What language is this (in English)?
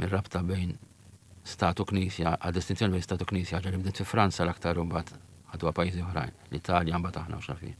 Maltese